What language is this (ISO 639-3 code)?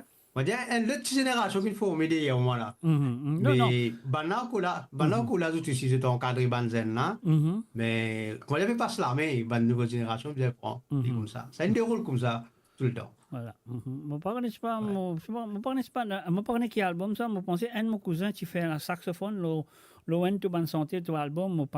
mfe